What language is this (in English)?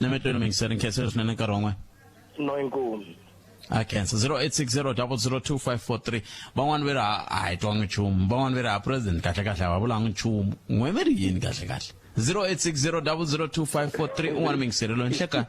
Tsonga